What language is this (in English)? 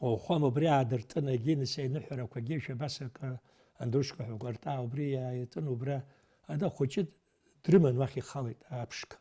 Abkhazian